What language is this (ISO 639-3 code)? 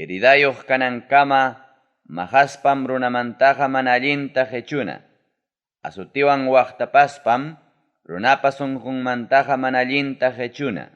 quy